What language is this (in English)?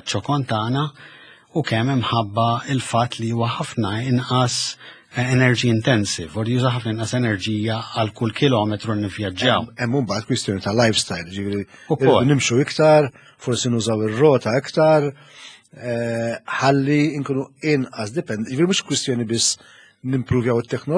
Maltese